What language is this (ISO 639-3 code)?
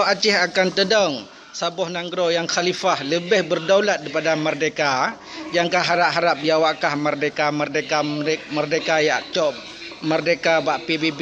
ace